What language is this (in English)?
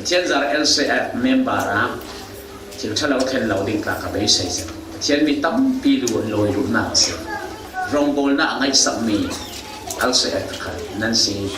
Falam Chin